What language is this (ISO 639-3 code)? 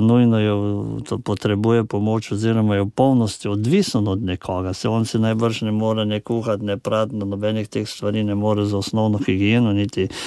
slv